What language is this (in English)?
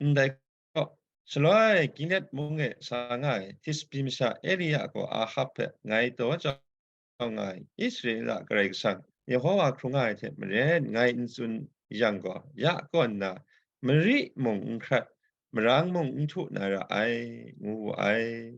Kachin